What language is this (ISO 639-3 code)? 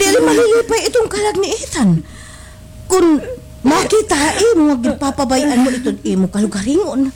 war